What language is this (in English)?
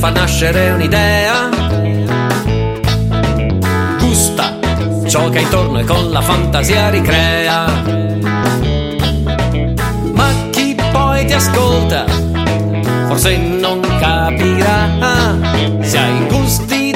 Italian